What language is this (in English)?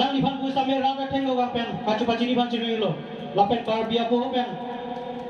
Karbi